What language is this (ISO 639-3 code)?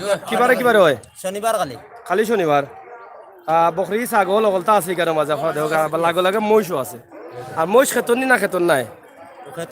syl